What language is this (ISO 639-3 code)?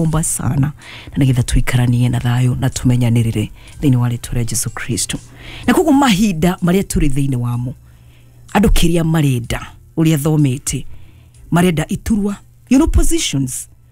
kik